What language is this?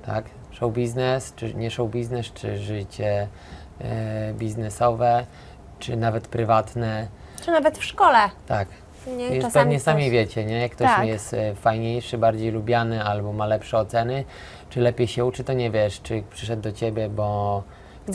Polish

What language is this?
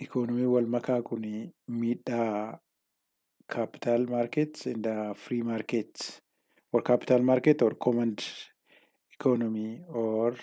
Oromo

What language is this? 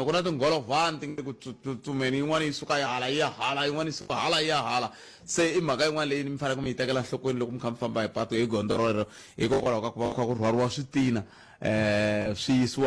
Tsonga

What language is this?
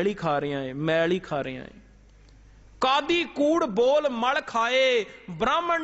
Punjabi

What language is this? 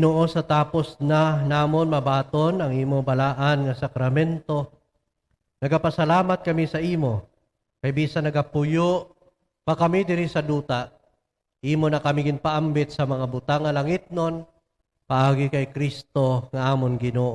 Hiligaynon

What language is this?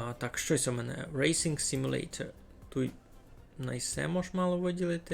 Rusyn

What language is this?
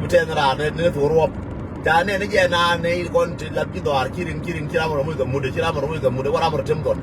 Nuer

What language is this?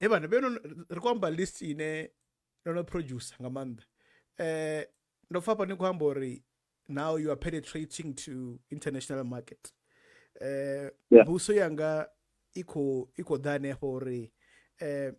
Venda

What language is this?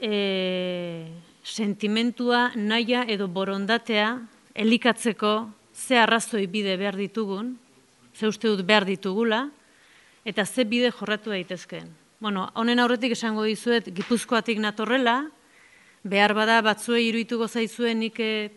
Basque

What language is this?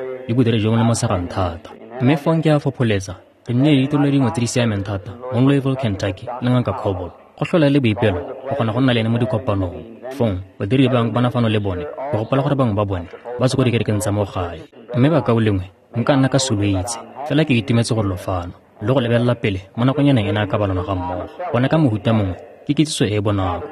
Tswana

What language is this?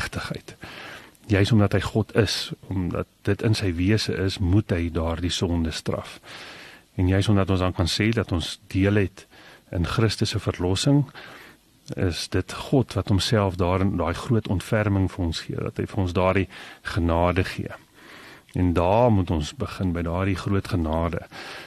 Afrikaans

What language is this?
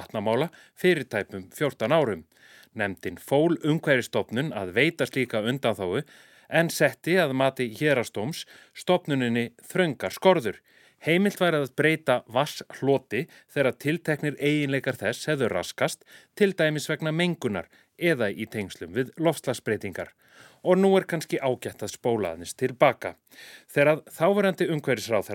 Icelandic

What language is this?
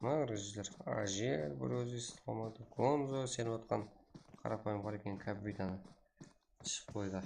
Kara-Kalpak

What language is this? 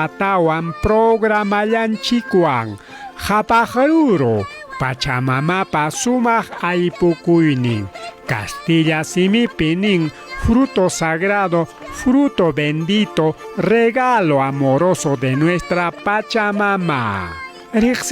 Ayacucho Quechua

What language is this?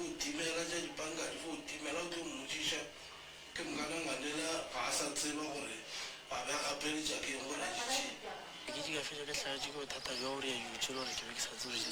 Northern Sotho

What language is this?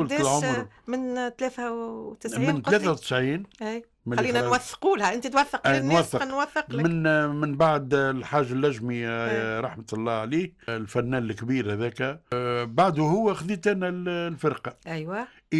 Tunisian Arabic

